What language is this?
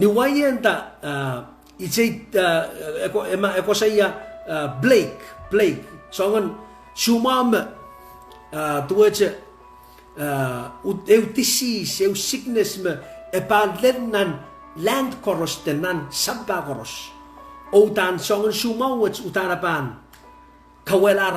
Pohnpeian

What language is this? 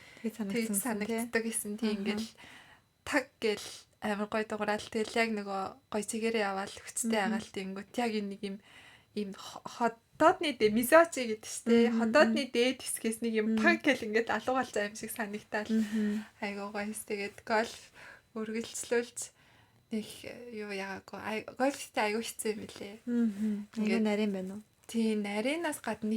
Mongolian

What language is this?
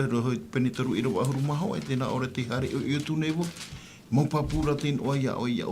Tahitian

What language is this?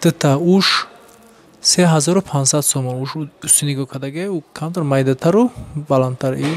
Tajik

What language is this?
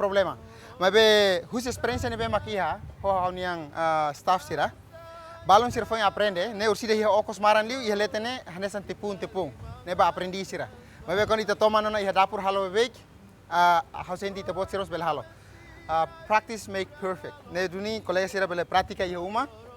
Tetum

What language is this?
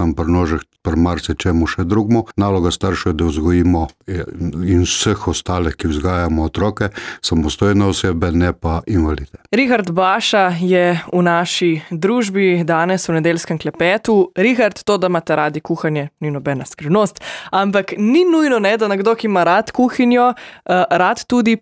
Slovenian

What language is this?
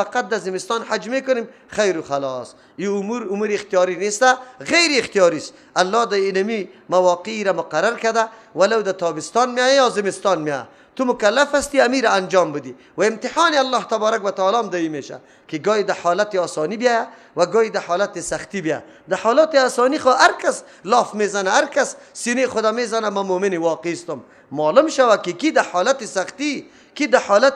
Persian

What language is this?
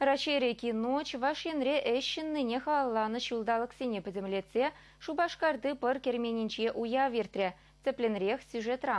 Chuvash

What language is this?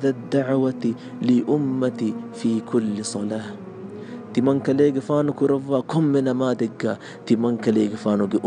Divehi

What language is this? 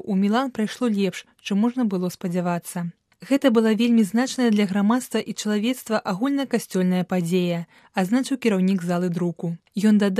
Belarusian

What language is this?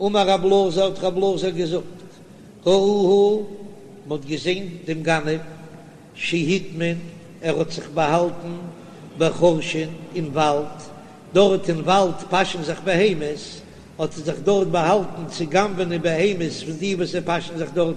Yiddish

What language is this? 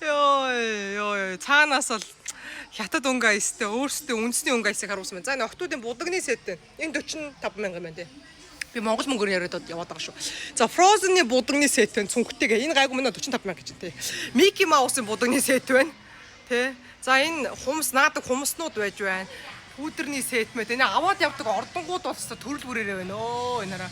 Mongolian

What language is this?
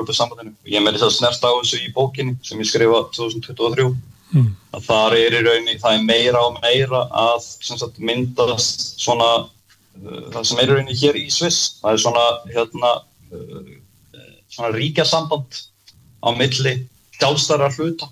Icelandic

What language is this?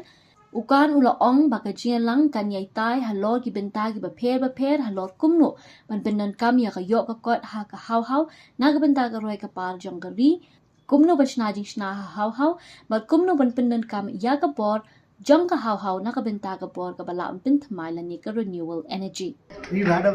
Khasi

